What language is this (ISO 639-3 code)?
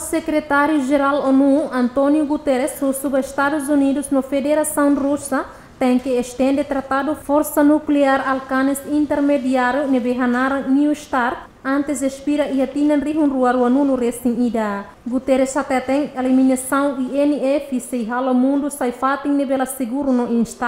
tet